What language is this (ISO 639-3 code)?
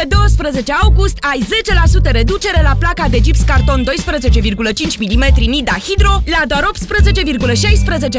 ron